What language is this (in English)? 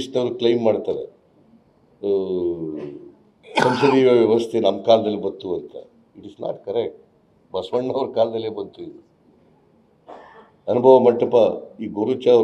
Kannada